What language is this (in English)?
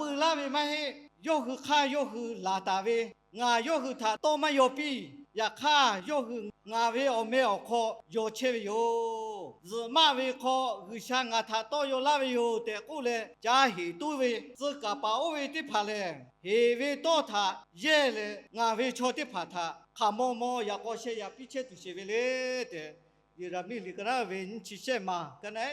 Lahu